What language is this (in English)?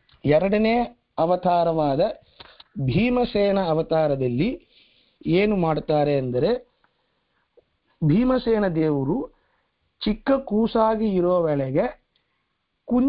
Kannada